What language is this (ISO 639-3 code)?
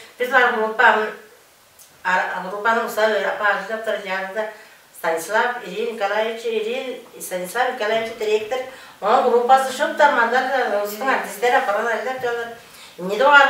tyv